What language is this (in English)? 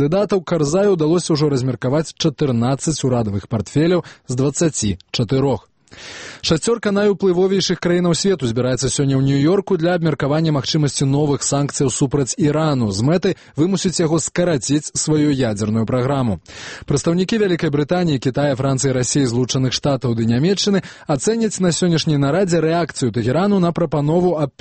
Belarusian